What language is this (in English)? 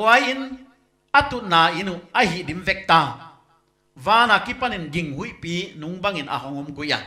Paite Chin